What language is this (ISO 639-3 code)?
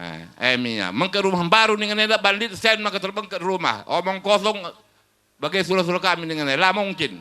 btx